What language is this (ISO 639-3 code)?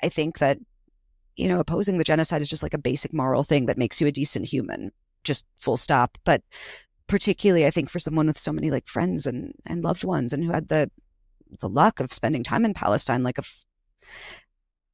eng